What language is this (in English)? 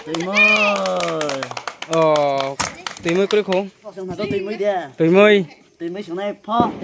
Riang (India)